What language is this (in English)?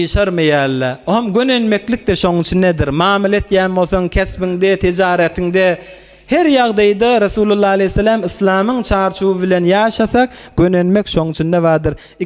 Turkmen